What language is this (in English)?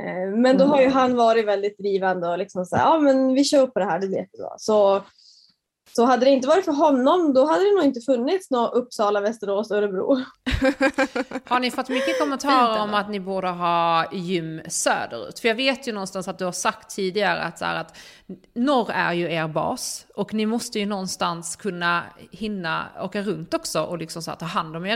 Swedish